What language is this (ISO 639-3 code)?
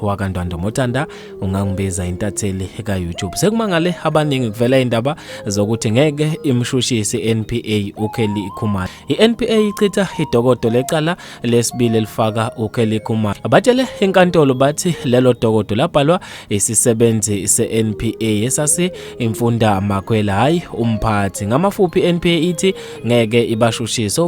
zul